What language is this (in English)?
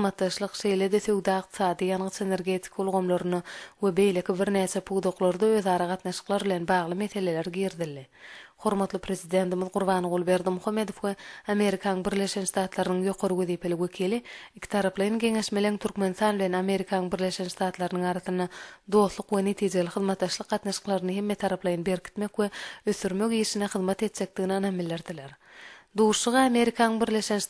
Turkmen